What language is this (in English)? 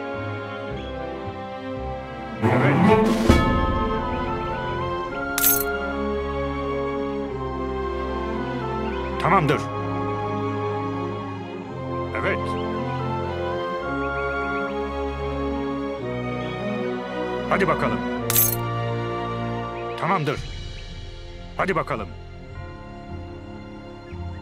Turkish